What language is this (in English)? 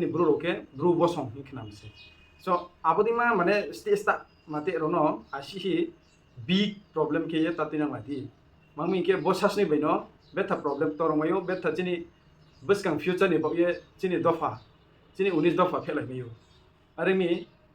Kok Borok